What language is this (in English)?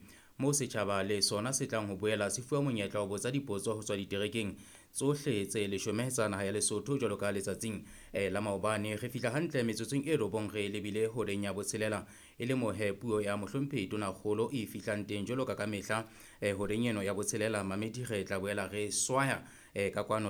Southern Sotho